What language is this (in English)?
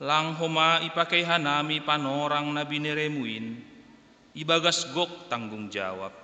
Batak Simalungun